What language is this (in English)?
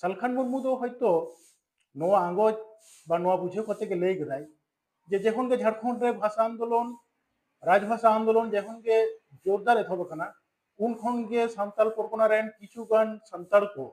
Santali